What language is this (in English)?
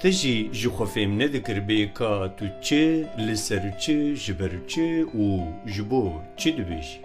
Kurdish